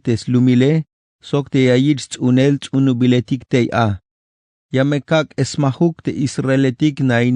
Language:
Tzeltal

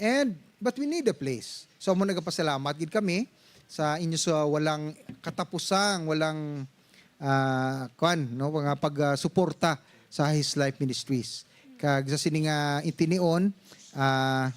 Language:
Hiligaynon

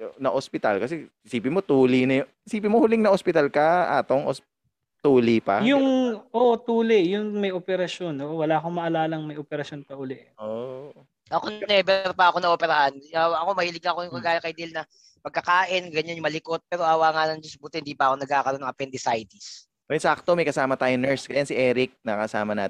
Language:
Filipino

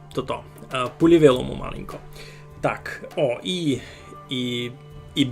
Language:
Rusyn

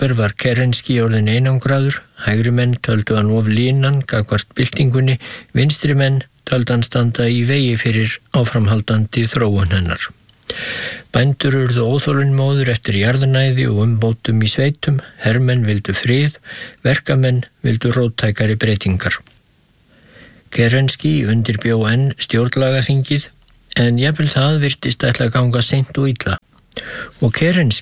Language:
Icelandic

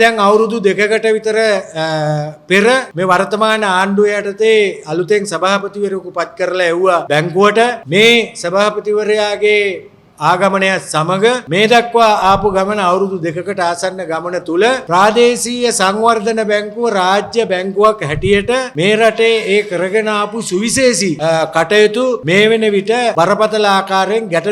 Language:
Sinhala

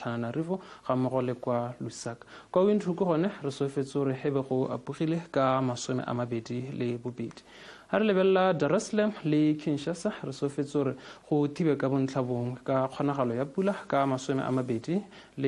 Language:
Tswana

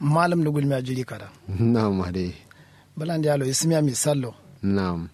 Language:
Kanuri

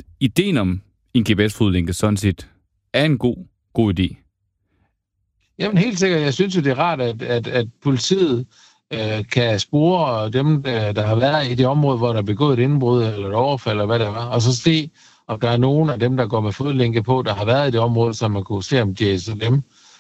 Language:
Danish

